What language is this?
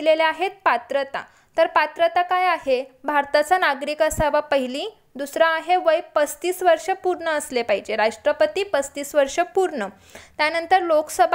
Marathi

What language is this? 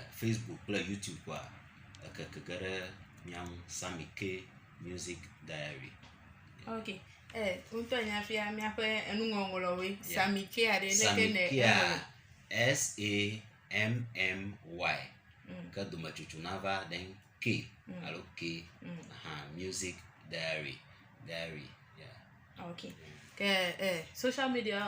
Ewe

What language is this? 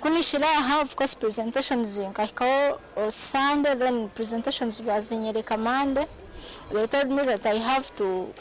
Nyankole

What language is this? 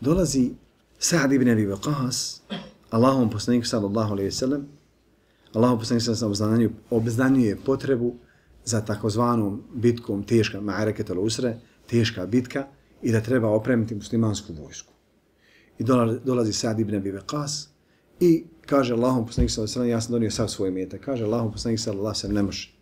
Bosnian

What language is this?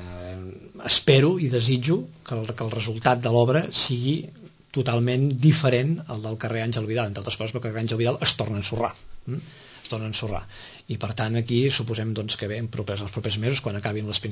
Catalan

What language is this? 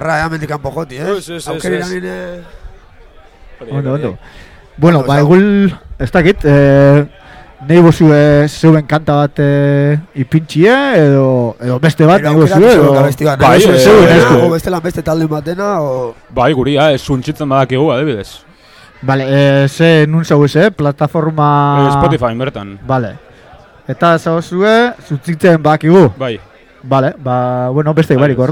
Basque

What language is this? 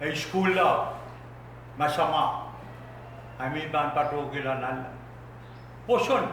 Pohnpeian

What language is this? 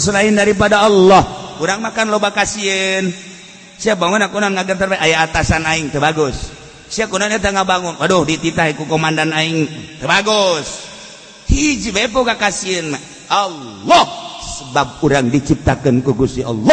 Sundanese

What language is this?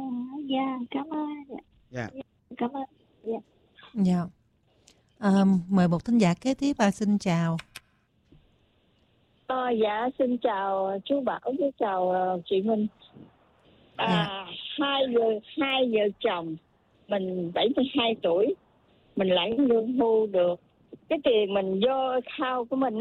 Vietnamese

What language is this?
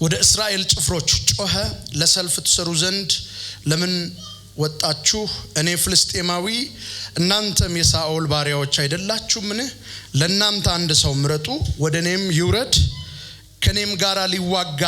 Amharic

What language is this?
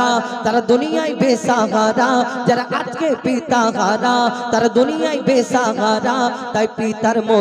Bangla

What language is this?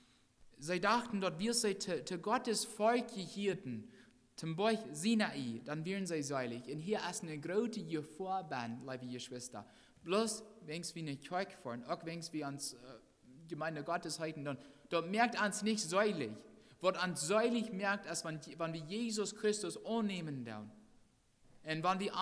Plautdietsch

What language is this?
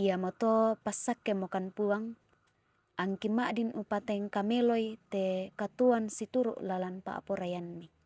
Toraja-Sa'dan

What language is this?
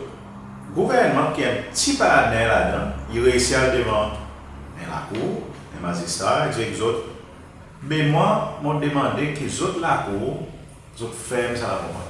Seselwa Creole French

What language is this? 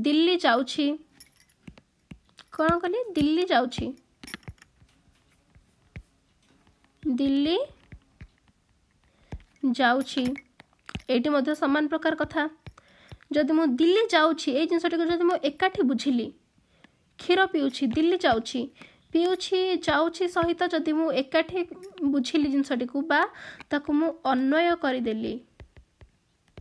Odia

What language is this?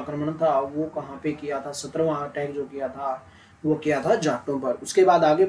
Hindi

